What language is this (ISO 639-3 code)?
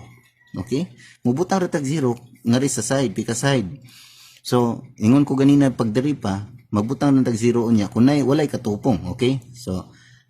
ceb